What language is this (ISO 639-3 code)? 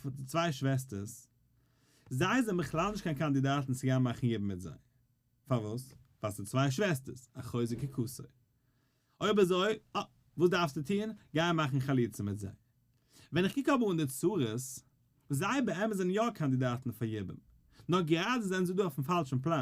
yid